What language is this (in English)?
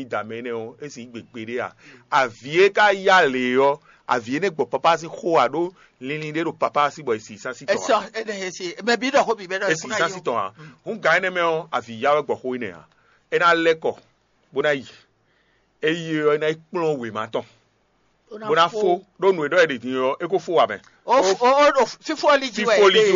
Fon